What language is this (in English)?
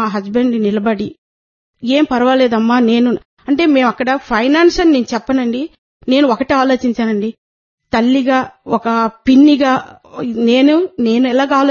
Telugu